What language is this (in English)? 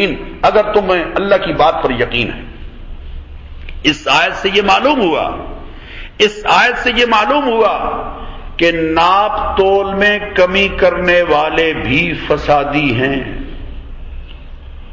Urdu